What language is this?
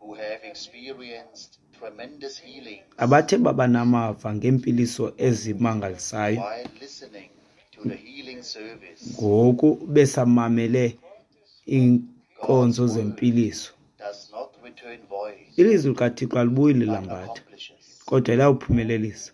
Xhosa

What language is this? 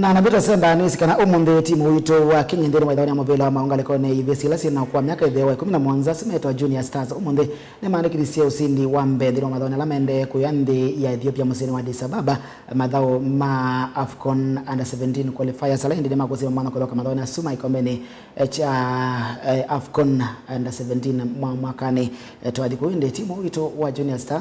Kamba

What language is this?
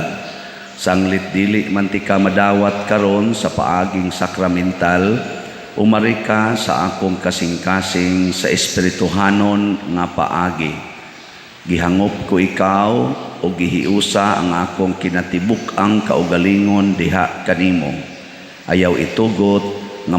Cebuano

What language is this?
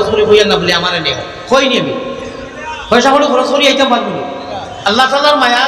Sylheti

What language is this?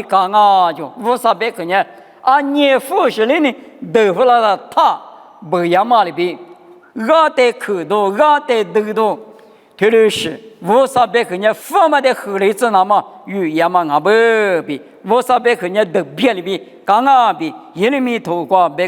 Lisu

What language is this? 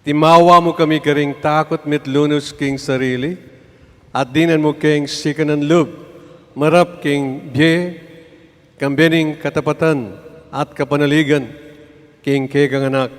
Pampanga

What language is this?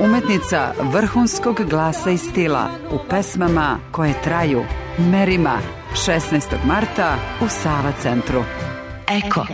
Serbian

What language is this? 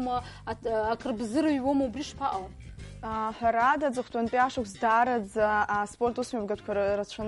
Abkhazian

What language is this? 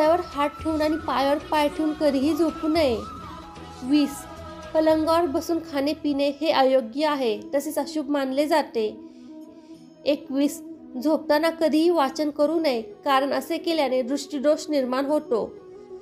Marathi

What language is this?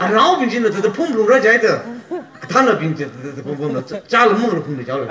Tangkhul Naga (India)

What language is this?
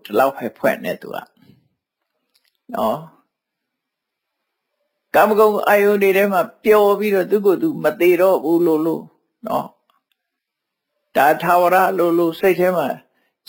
Burmese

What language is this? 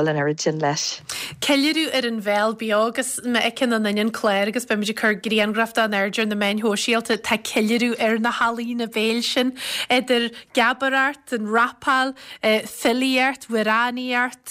Irish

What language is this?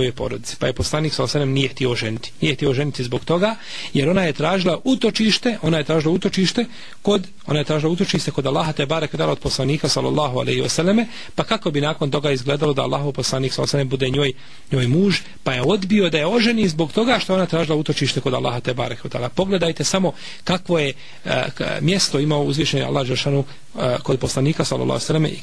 Bosnian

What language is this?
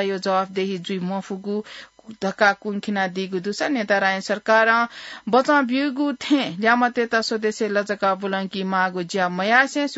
Newari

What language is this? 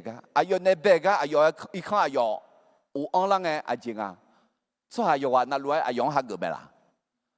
Akha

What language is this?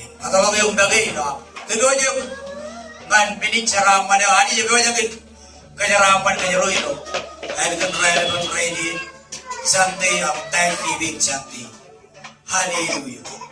Marshallese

